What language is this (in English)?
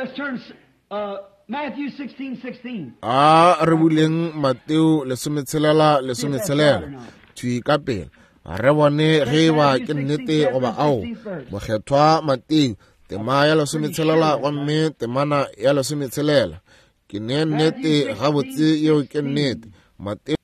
Northern Sotho